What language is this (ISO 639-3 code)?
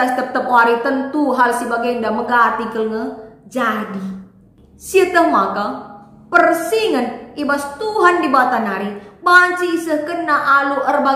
btx